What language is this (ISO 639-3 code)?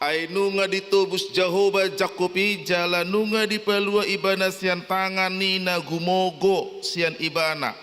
bbc